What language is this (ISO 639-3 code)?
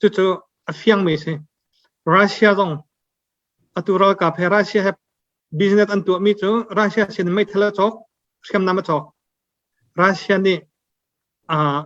cnh